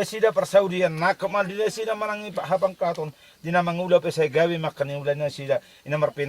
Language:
Batak Toba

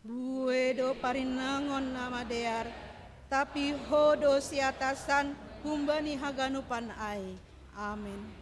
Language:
Batak Simalungun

